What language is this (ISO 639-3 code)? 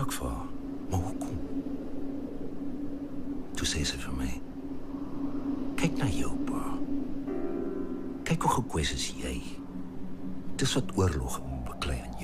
afr